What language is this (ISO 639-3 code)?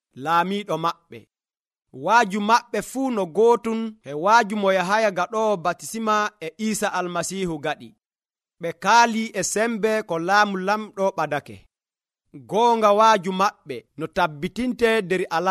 fuv